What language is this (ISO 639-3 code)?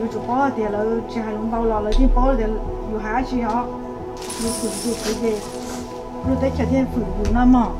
hmn